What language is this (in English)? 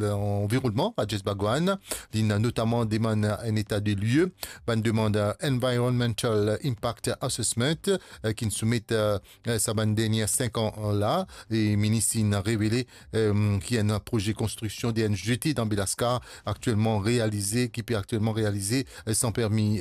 Morisyen